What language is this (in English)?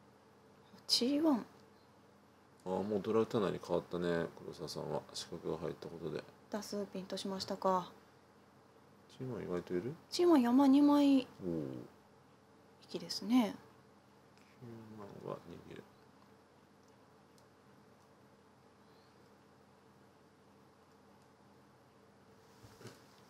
Japanese